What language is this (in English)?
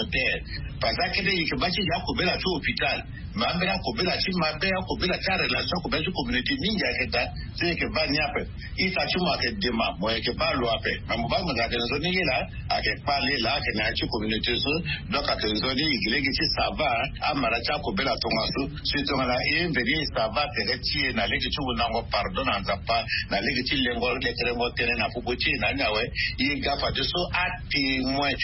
Sango